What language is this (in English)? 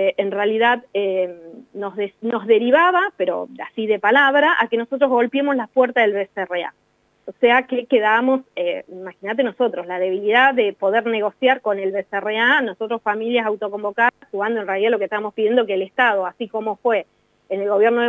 Spanish